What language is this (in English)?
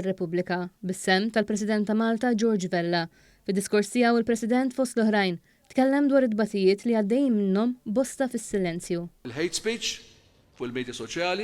Maltese